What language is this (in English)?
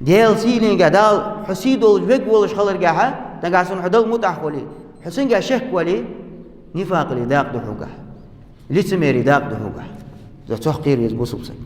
Ingush